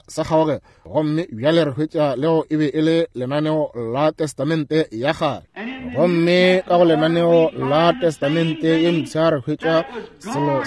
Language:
Northern Sotho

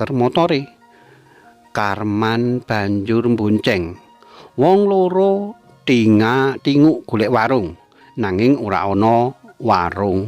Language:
Javanese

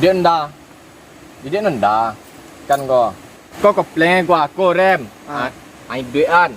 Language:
Minangkabau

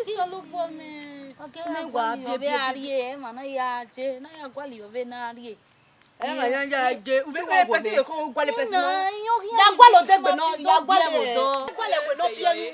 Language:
Bini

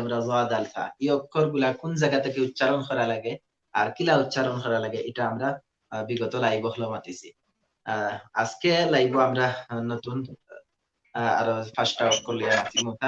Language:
Sylheti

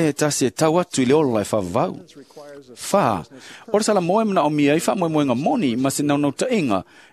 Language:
Samoan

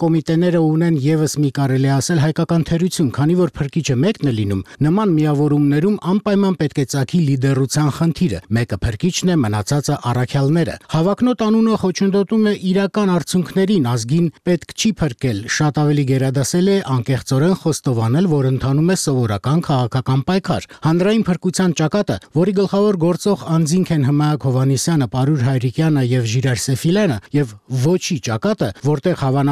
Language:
Armenian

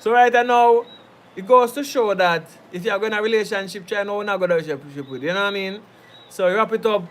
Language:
Jamaican Creole English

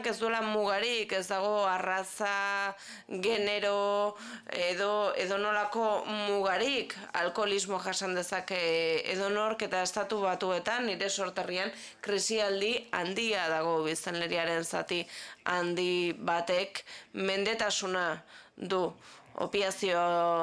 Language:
Basque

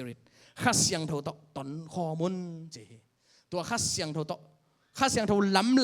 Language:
Tedim Chin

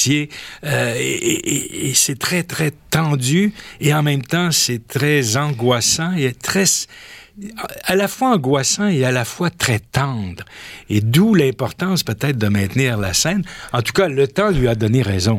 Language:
French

